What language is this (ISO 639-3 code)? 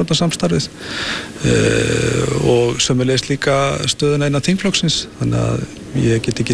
isl